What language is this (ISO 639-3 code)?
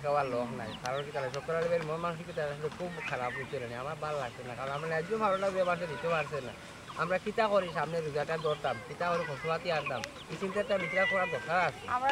syl